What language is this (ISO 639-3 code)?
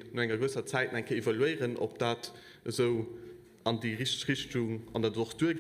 ltz